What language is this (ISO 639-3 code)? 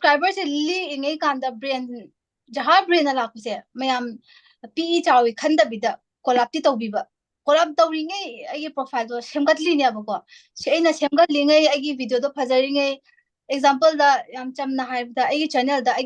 mni